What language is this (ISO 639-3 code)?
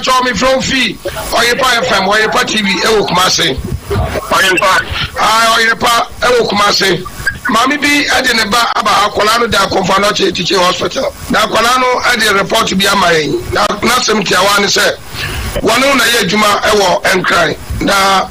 aka